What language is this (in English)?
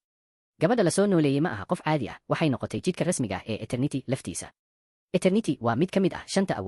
Somali